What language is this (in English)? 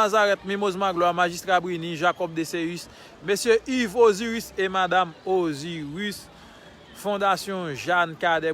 Haitian Creole